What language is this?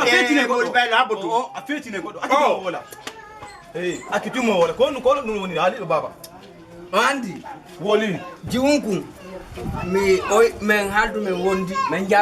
Fula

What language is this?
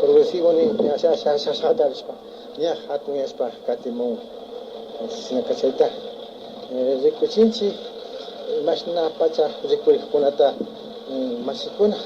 Imbabura Highland Quichua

